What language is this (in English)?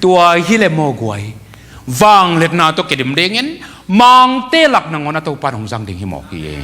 Tedim Chin